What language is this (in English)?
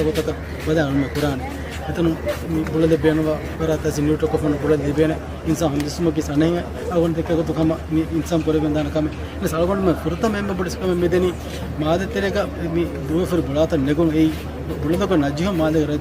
Divehi